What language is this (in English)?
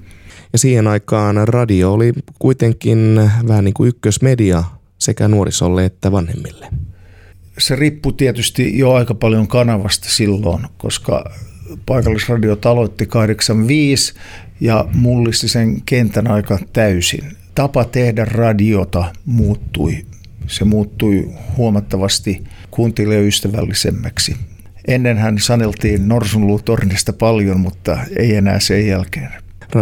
Finnish